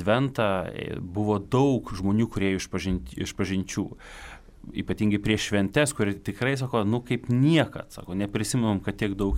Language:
Lithuanian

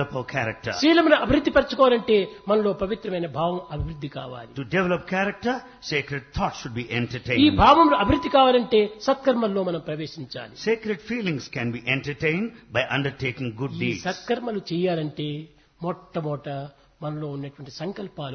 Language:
Telugu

